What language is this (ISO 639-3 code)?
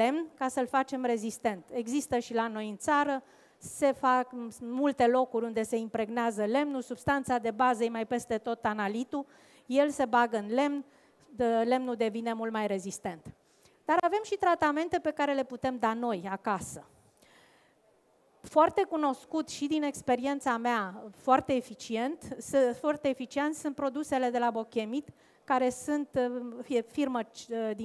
ron